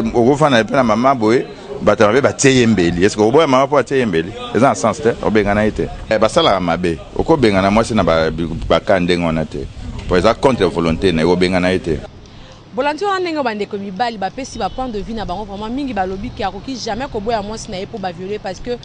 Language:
Lingala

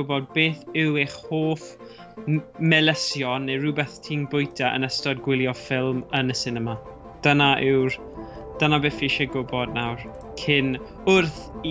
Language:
Welsh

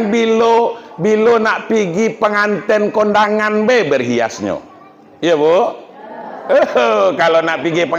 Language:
Minangkabau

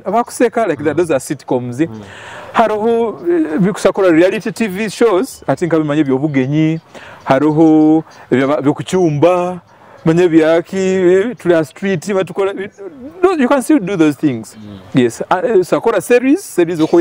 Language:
Nyoro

